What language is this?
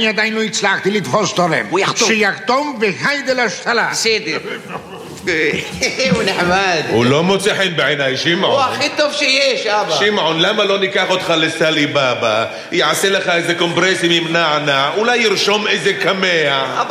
Hebrew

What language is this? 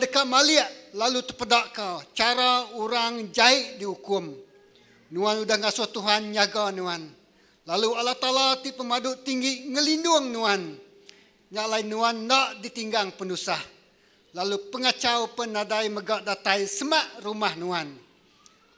Iban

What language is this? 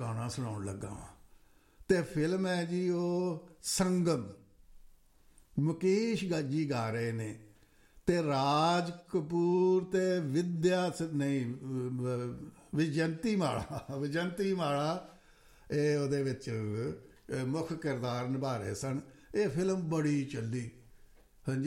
Punjabi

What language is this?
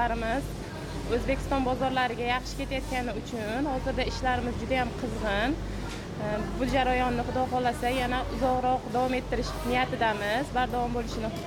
Uzbek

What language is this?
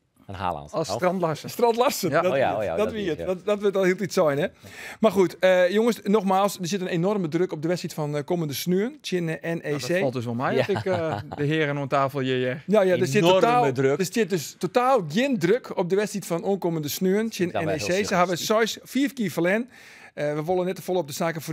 Western Frisian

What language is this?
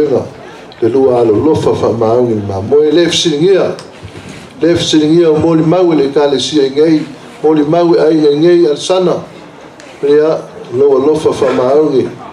Samoan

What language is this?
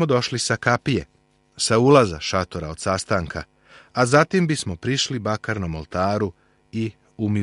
Serbian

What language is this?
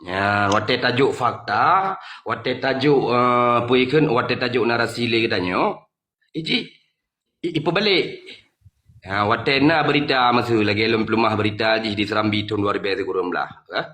Achinese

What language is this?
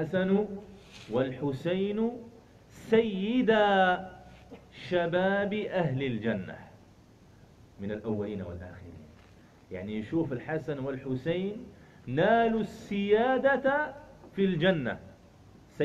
Algerian Arabic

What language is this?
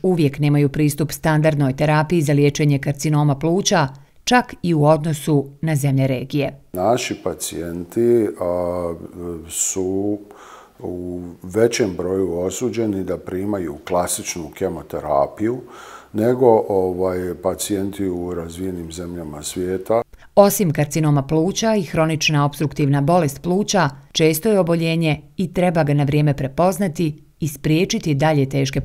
Bosnian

